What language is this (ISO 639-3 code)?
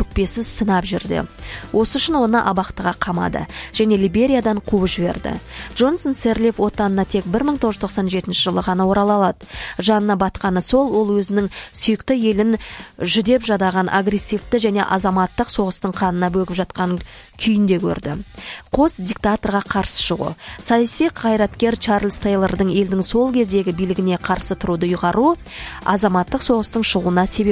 kaz